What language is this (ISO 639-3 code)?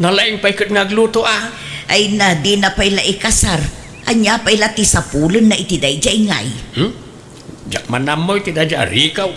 ilo